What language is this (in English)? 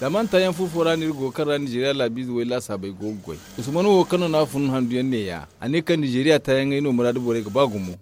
Zarma